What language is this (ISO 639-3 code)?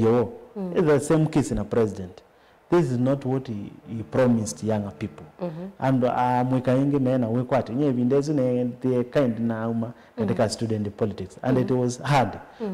kam